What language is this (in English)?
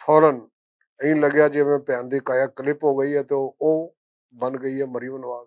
Western Panjabi